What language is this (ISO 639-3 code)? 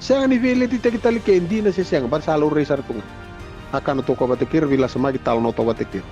fij